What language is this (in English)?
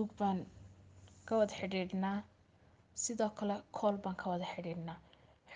Somali